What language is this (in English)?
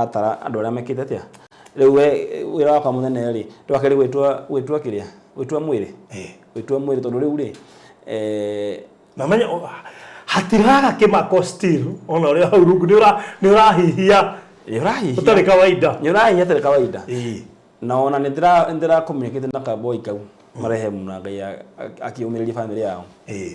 Kikuyu